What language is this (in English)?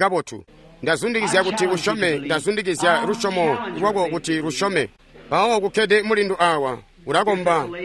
Tonga (Zambia)